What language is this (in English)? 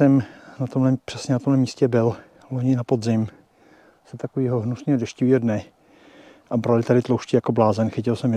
Czech